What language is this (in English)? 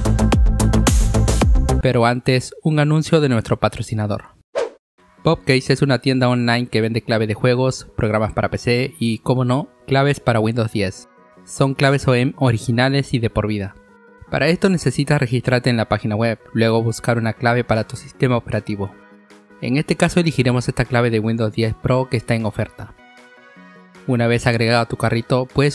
Spanish